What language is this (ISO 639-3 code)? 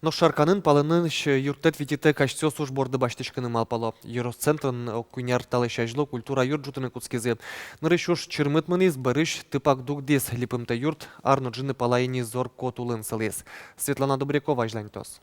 udm